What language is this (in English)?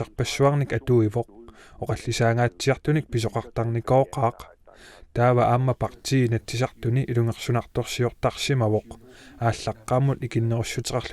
Kalaallisut